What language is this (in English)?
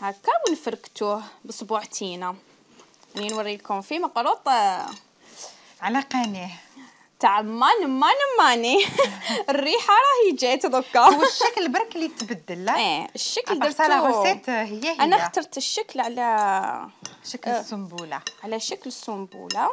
Algerian Arabic